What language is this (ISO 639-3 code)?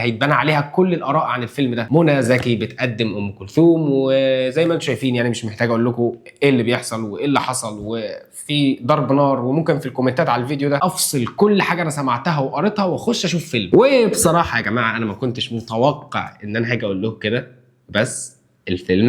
arz